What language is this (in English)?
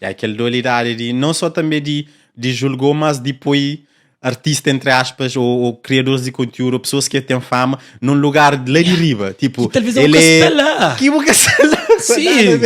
Kabuverdianu